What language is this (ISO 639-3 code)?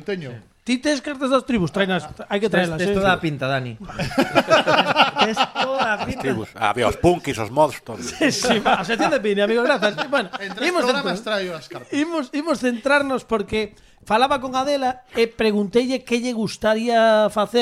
glg